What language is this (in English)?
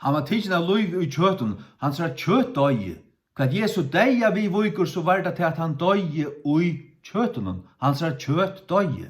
Faroese